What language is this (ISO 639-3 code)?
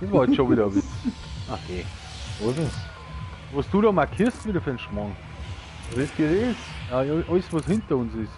bar